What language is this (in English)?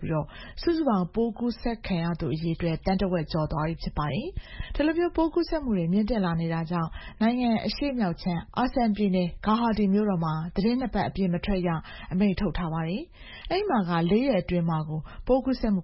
Burmese